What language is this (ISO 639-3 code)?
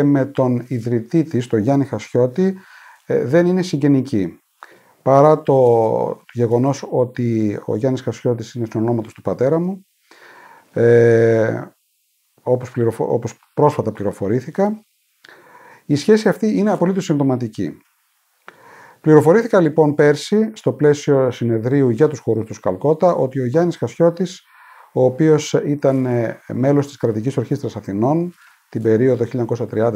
ell